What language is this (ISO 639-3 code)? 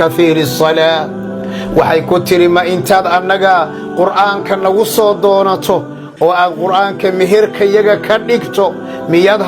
som